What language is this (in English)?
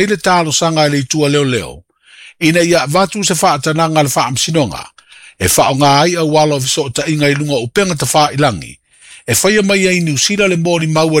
Samoan